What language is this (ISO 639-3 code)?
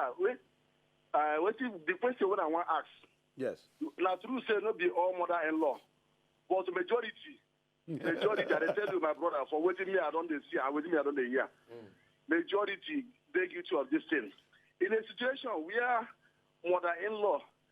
pcm